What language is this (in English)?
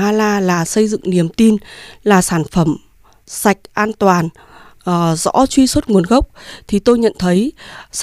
Vietnamese